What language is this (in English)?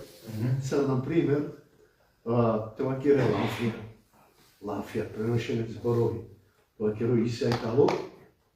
Balkan Romani